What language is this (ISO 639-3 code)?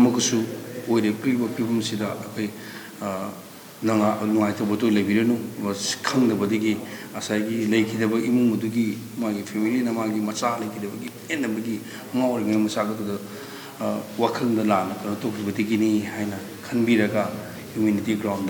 mni